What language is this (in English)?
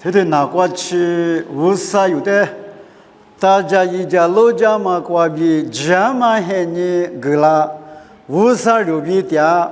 Lisu